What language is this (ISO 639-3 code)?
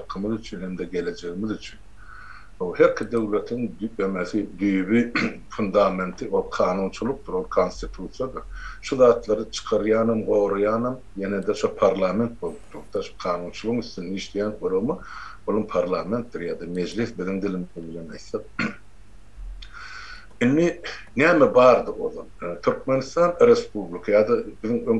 tuk